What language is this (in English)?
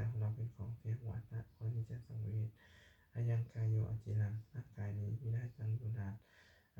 Pali